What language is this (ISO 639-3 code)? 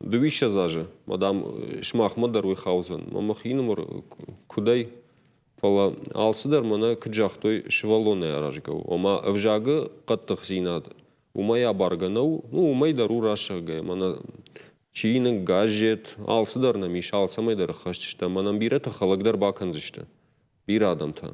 oss